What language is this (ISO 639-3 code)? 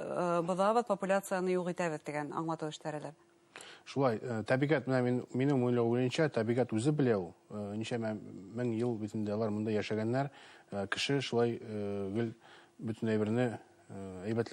bak